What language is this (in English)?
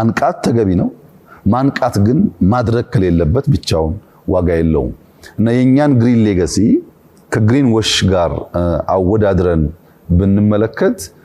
Amharic